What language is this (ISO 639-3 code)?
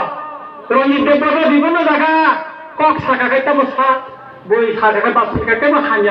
trp